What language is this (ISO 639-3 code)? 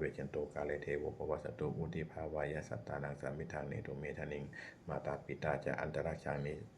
pli